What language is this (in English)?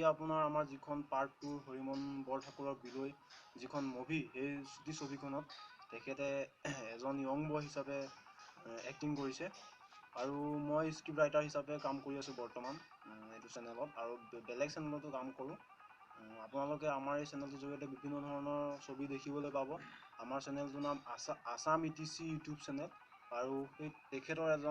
Assamese